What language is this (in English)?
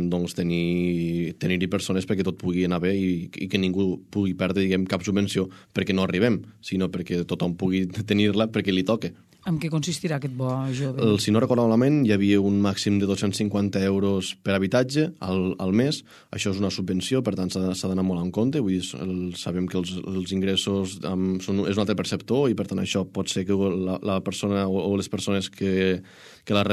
Catalan